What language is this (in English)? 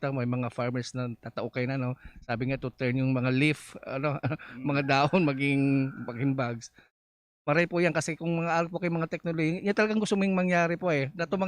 Bikol